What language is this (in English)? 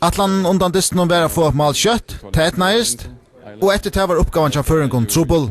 Faroese